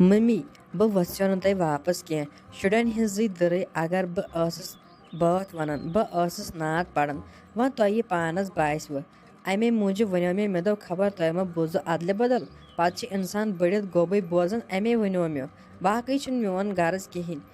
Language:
Kashmiri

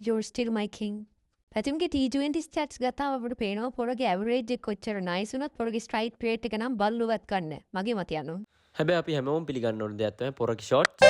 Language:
Sinhala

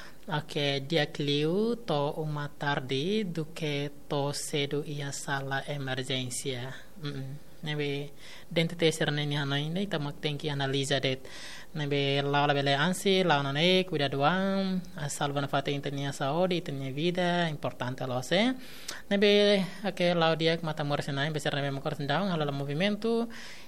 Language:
Tetum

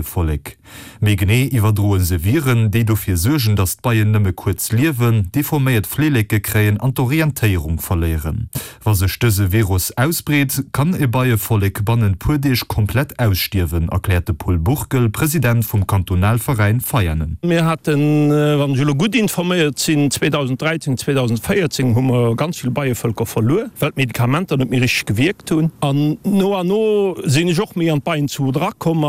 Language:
Luxembourgish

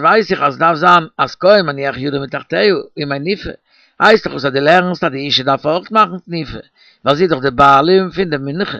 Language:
Yiddish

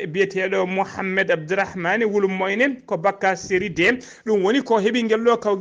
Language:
Fula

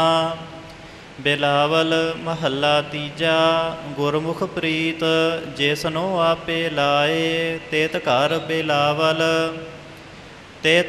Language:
Punjabi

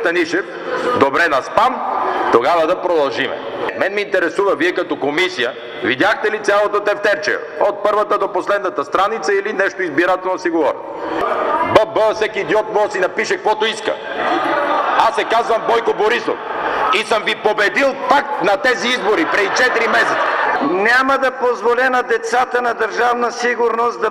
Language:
Bulgarian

